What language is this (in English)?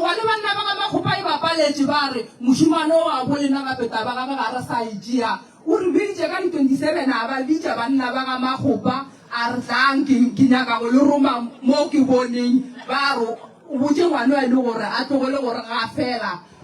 Northern Sotho